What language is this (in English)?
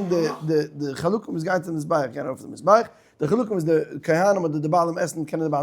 Yiddish